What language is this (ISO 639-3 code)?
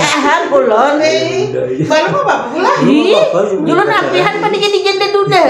bjn